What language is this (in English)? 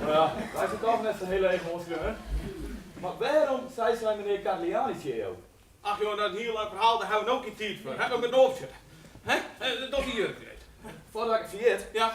Western Frisian